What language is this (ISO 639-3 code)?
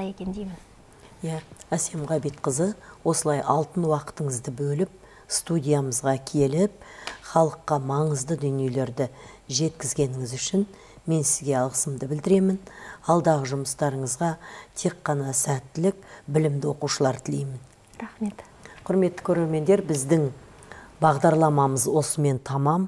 kaz